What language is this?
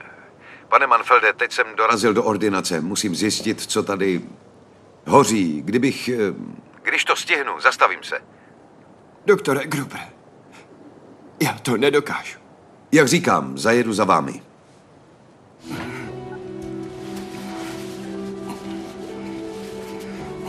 Czech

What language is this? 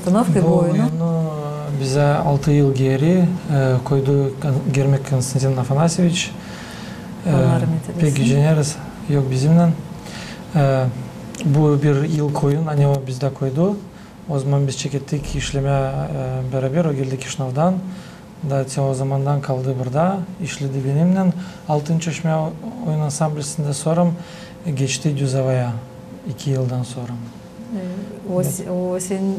Gagauz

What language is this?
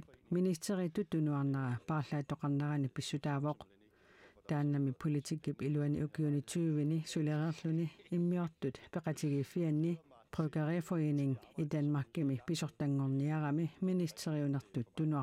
Kalaallisut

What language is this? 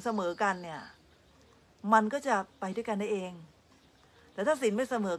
Thai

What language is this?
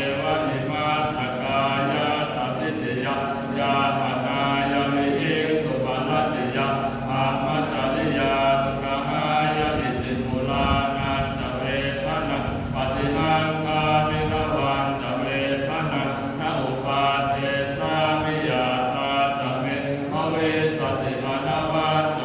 Pali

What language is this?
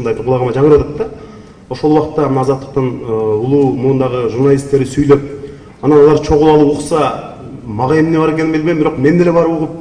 Kyrgyz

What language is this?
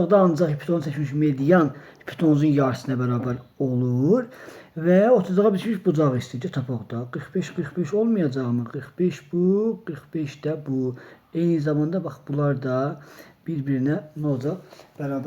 Azerbaijani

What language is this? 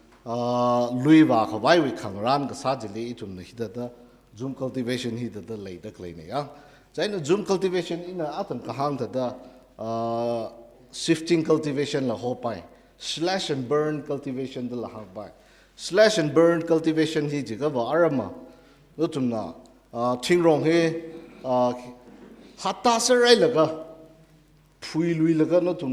Tangkhul Naga (India)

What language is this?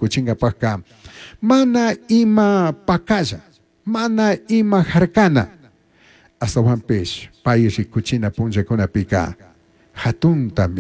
Chimborazo Highland Quichua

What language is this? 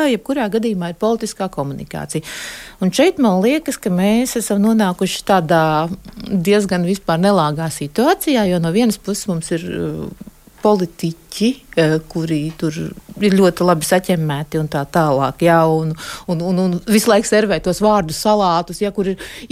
Latvian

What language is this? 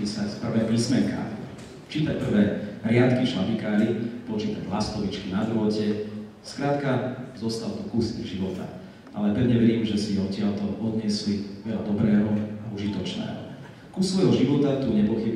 Slovak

